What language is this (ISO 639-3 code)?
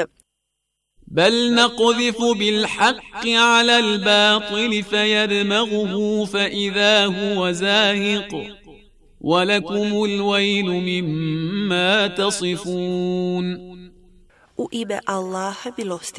bos